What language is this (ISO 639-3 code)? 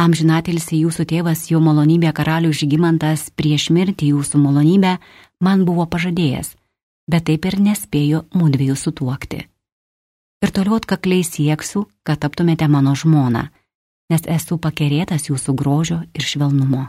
lit